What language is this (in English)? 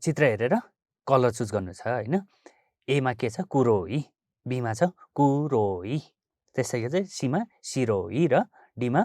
Nepali